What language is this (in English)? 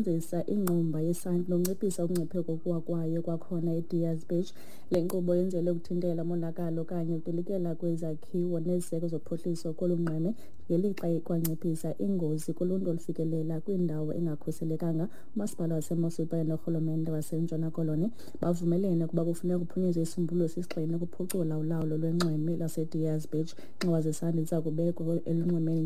Xhosa